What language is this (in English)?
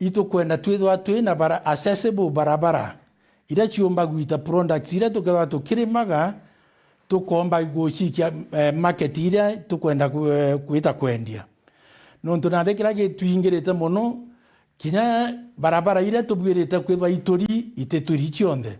Meru